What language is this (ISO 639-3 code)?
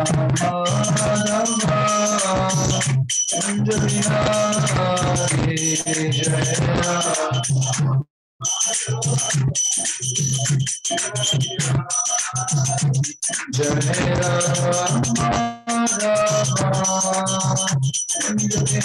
mar